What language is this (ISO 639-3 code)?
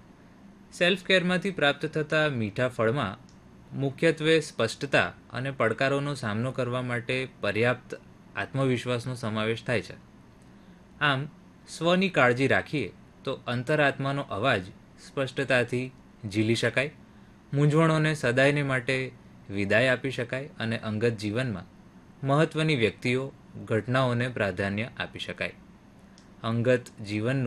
guj